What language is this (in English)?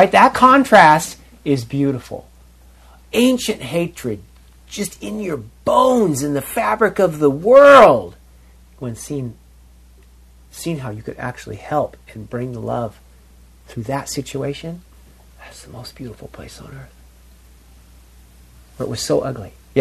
English